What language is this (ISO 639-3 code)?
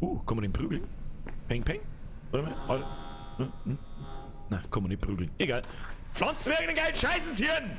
bar